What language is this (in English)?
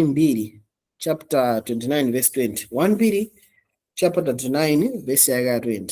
Nyanja